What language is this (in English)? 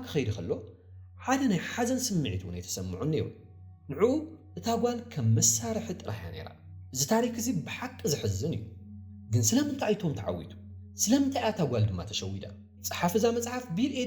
Tigrinya